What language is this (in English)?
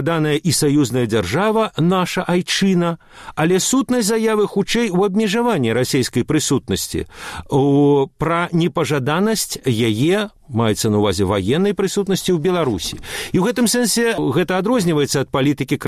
Belarusian